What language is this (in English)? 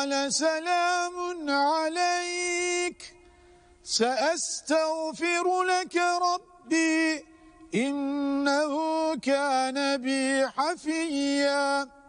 Arabic